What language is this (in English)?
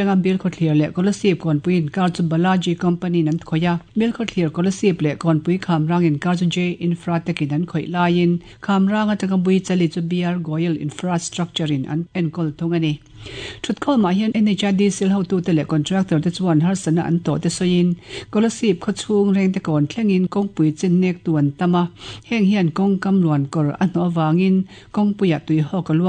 Mizo